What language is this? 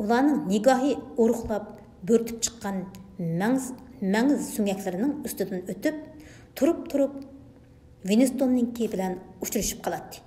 Uyghur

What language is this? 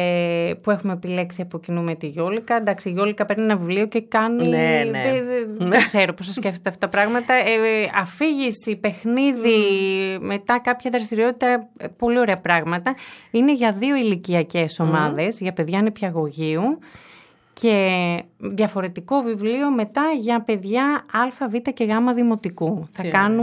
Greek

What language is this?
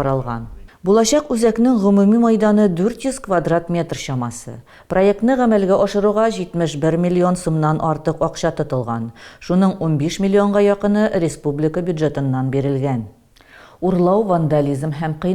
Tatar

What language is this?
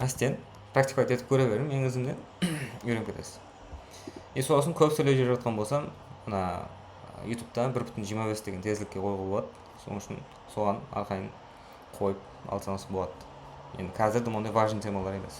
Kara-Kalpak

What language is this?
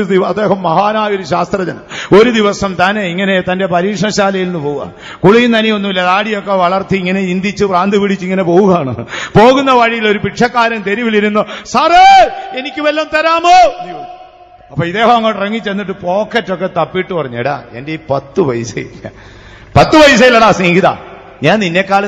Malayalam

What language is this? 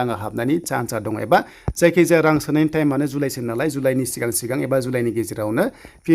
Bodo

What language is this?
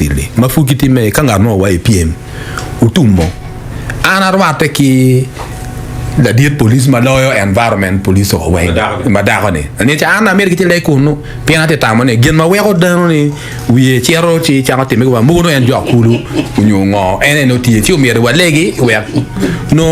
Acoli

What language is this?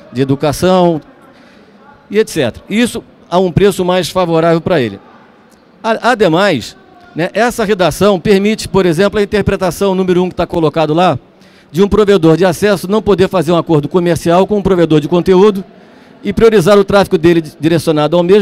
Portuguese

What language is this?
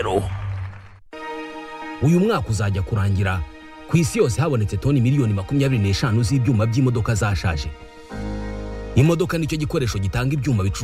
Kinyarwanda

